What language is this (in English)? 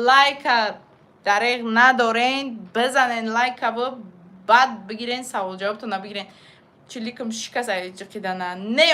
Tajik